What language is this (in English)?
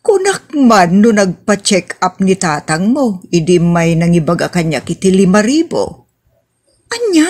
Iloko